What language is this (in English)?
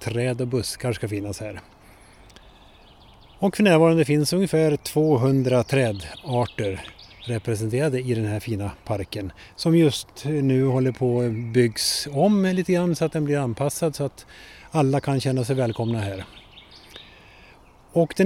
Swedish